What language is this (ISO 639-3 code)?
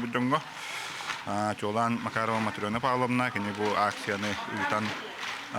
sah